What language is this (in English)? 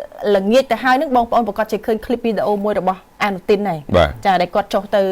Khmer